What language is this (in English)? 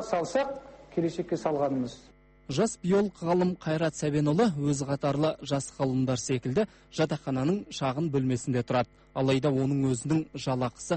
Kazakh